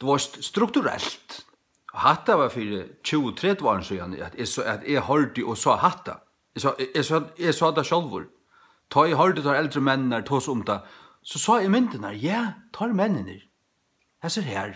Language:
Faroese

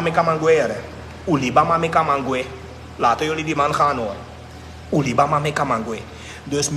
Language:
Sranan Tongo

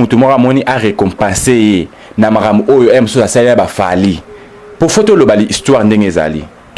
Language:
Lingala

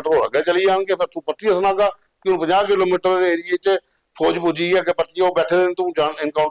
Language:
Dogri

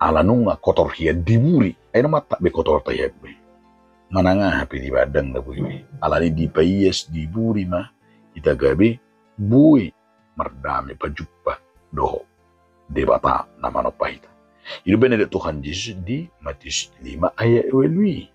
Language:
Batak Toba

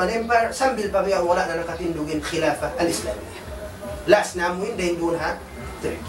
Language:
Tausug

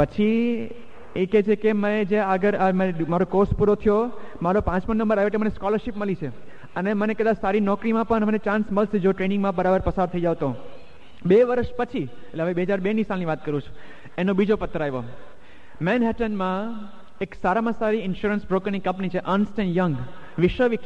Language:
Gujarati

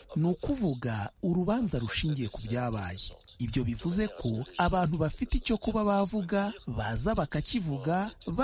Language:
Kinyarwanda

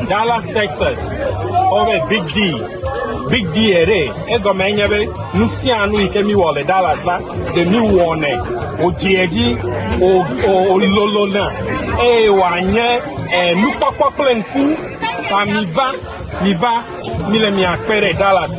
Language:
Ewe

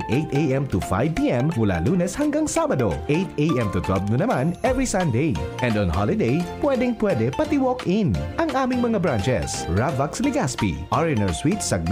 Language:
Bikol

